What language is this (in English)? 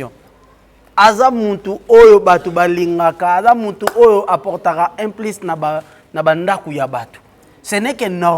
Lingala